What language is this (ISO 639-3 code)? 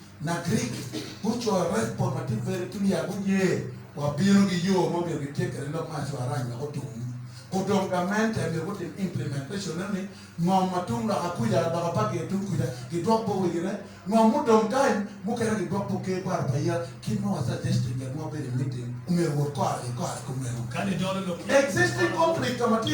ach